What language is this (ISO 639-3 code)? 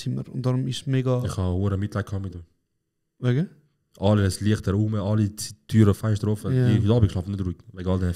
gsw